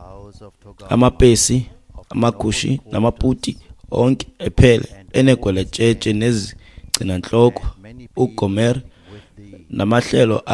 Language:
Xhosa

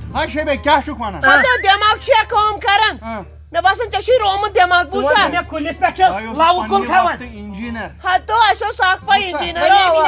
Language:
Kashmiri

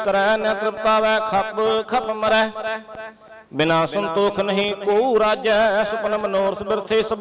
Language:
Punjabi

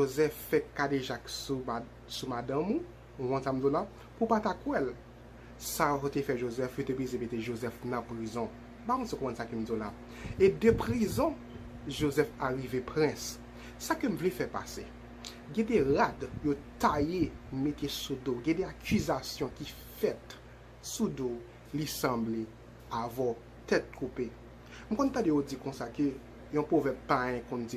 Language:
Haitian Creole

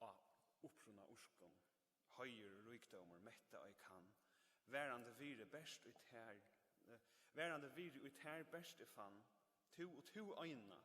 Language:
Faroese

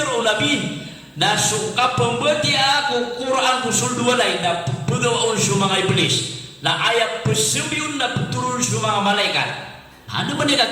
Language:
Maranao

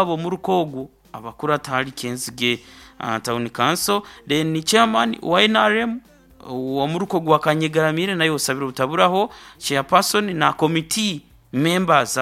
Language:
Nyankole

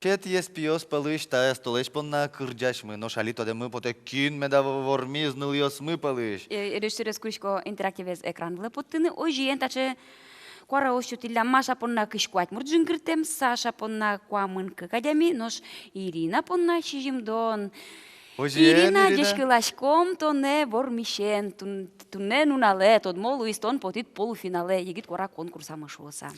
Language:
Udmurt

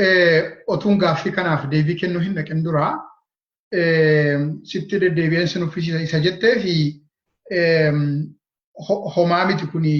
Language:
Oromo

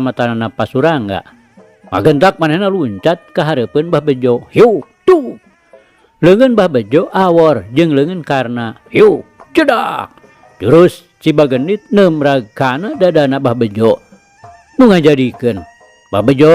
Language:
Sundanese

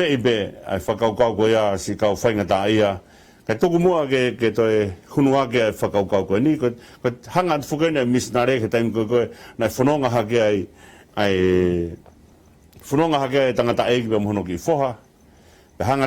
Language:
Tongan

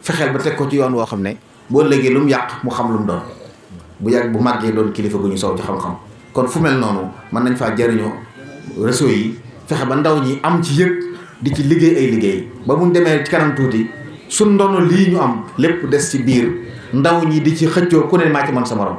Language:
Wolof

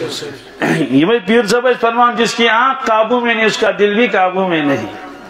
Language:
Kashmiri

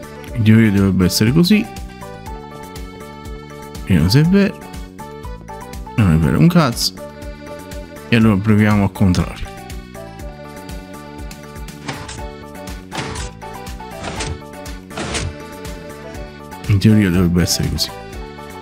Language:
Italian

